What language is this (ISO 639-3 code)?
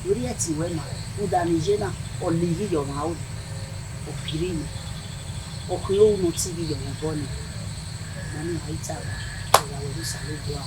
bin